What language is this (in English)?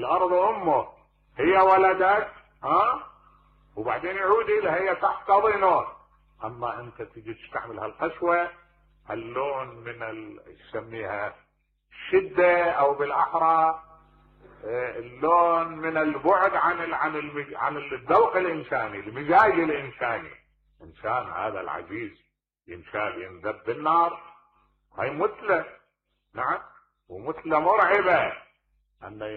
Mesopotamian Arabic